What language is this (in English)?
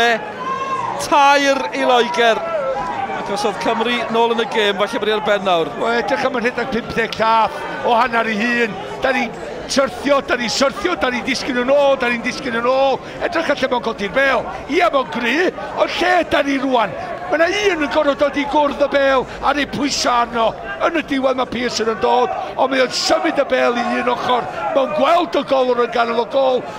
Welsh